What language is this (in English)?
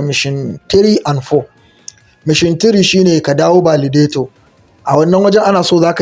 Hausa